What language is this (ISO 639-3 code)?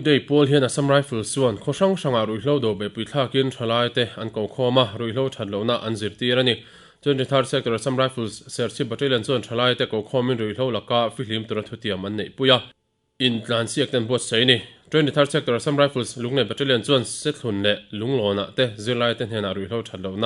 lus